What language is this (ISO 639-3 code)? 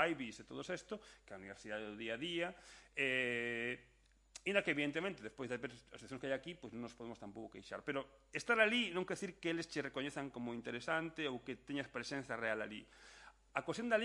glg